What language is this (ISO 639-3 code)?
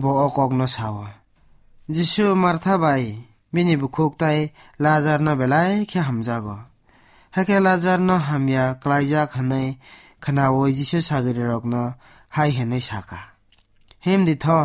trp